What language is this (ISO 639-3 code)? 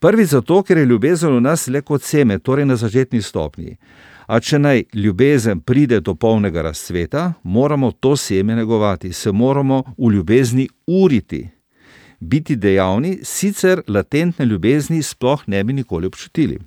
slv